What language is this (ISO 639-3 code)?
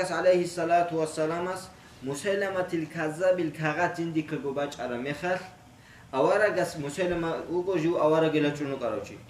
ava